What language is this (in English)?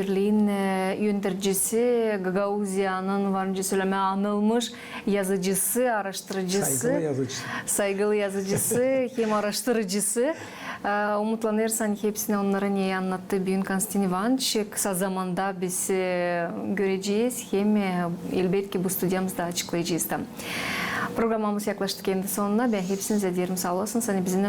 Gagauz